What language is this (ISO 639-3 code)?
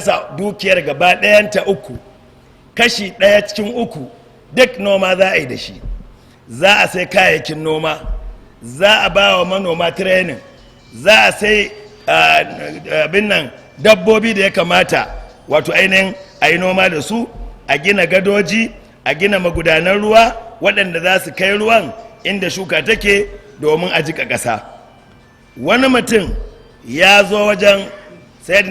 hau